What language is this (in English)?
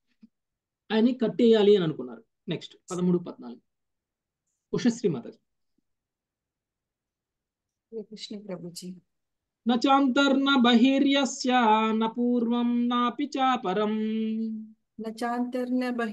Telugu